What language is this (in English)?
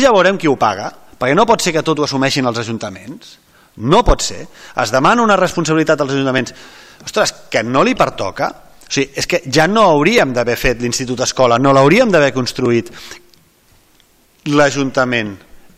Catalan